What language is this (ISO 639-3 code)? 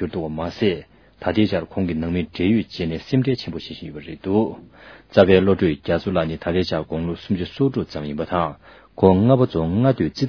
bod